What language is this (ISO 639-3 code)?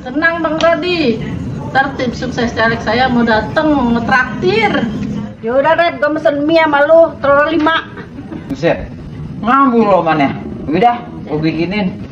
bew